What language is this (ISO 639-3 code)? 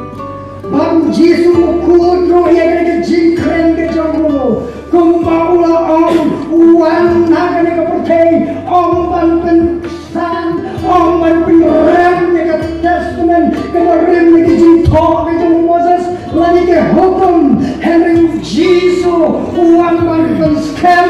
kha